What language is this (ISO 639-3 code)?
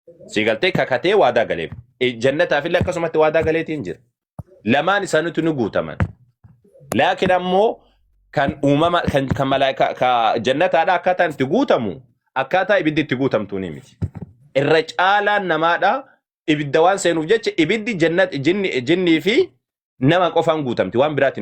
orm